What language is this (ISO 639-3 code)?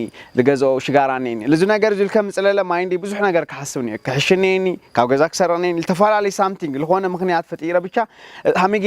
tir